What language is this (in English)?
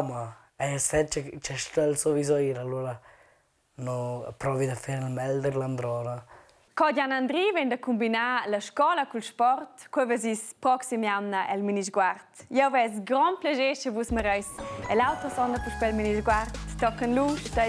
Romansh